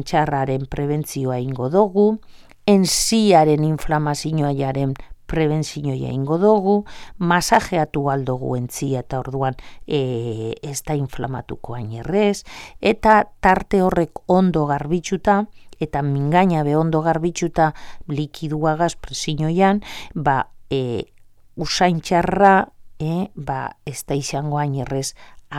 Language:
Basque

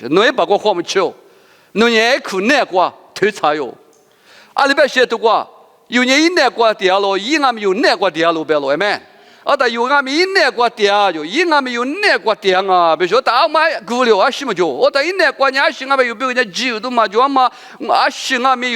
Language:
Lisu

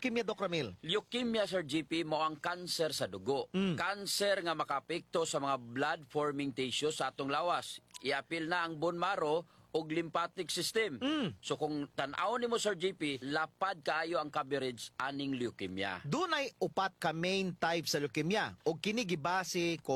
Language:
Cebuano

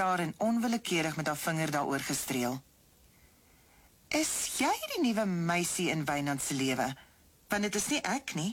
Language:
Afrikaans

